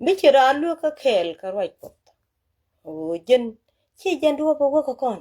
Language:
Nuer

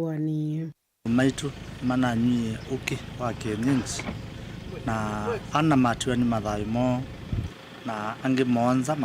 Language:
Kamba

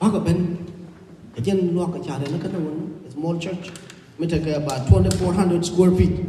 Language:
Nuer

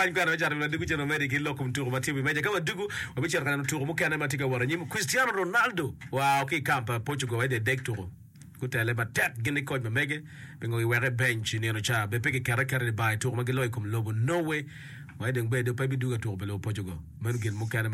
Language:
Acoli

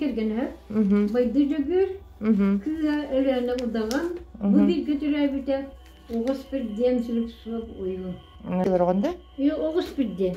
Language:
Yakut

